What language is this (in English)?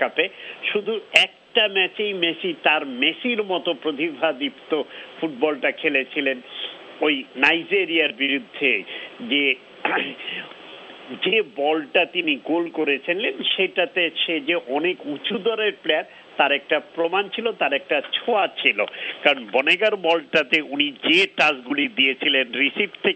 Bangla